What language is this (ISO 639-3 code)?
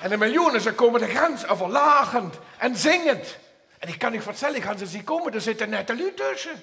lim